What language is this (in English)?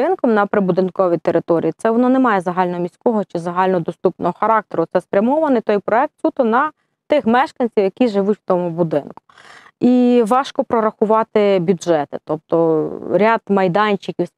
Ukrainian